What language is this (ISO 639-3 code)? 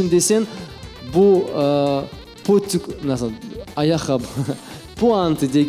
crh